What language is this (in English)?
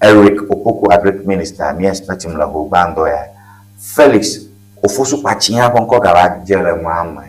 Ewe